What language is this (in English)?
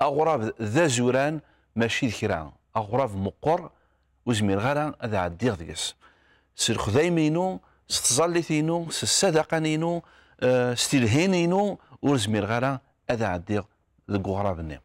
Kabyle